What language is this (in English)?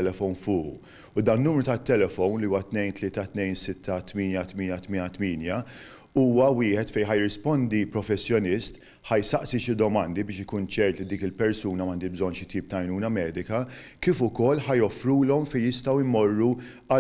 Maltese